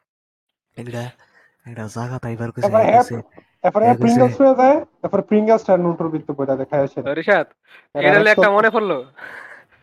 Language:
Bangla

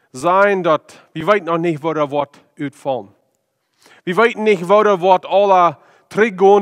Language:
Plautdietsch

